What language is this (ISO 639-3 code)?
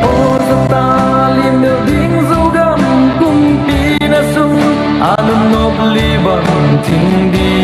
pck